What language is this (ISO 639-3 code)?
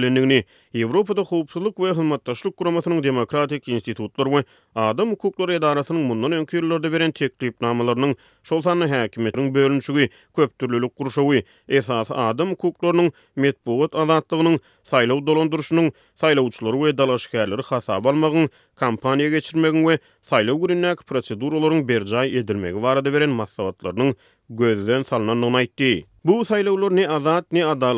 tuk